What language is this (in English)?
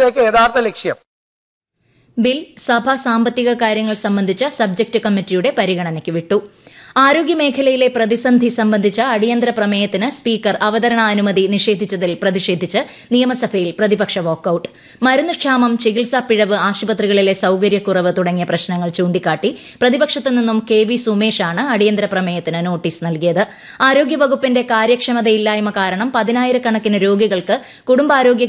Malayalam